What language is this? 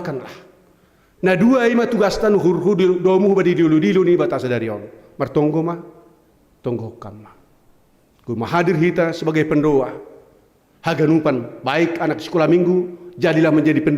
Batak Simalungun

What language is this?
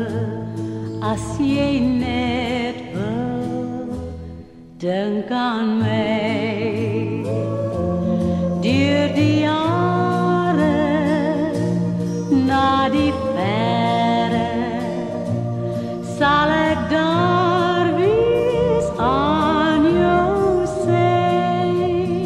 Afrikaans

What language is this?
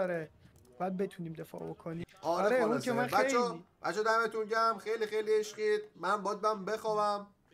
Persian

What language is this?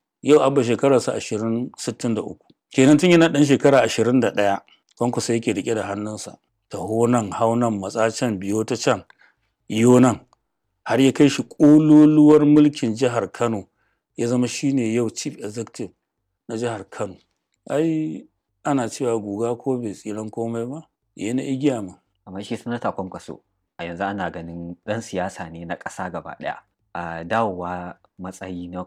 Hausa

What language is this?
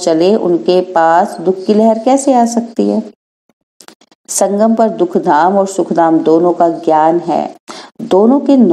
Hindi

